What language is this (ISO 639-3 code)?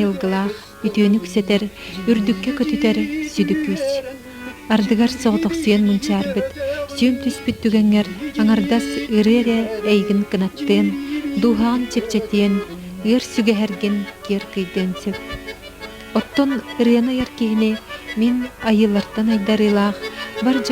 sah